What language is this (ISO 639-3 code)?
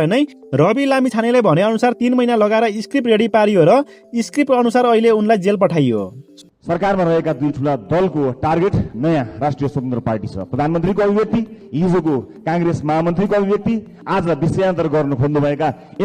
nep